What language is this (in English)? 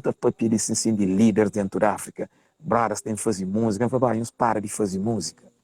Kabuverdianu